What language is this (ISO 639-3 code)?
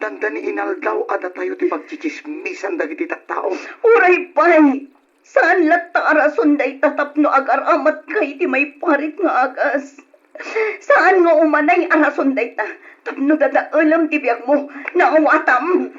ilo